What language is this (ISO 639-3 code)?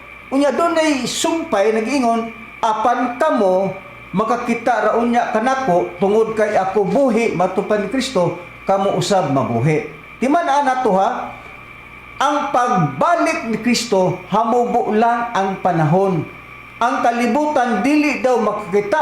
ceb